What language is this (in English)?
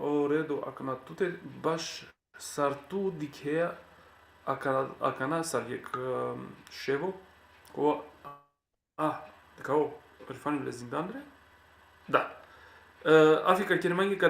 Balkan Romani